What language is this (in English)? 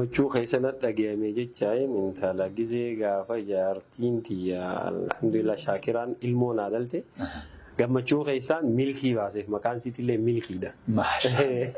Oromo